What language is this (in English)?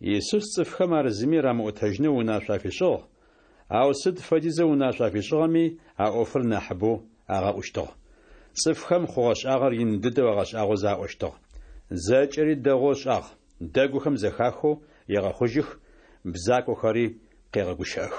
Adyghe